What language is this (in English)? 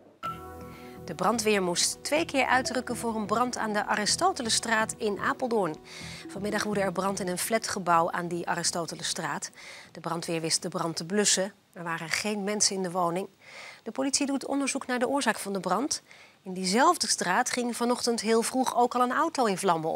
Dutch